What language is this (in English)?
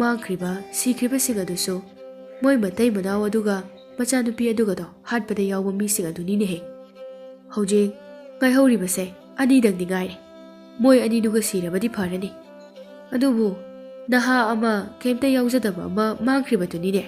Manipuri